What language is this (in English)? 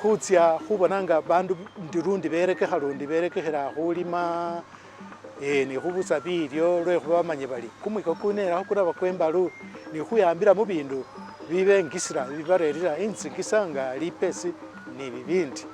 Masaaba